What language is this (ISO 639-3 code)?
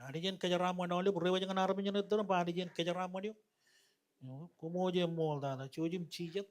mah